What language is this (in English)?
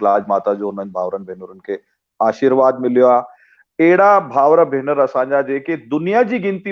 Sindhi